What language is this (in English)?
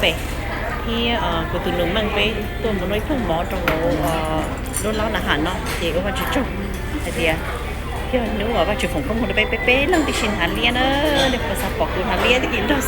Hmong